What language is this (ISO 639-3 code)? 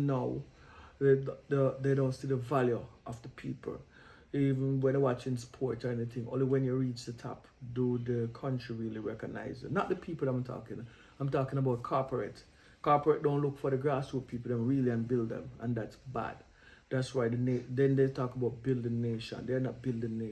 jam